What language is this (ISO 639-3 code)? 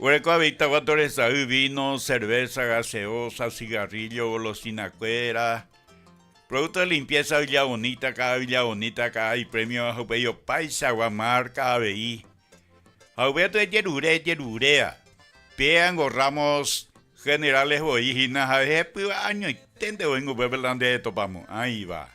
grn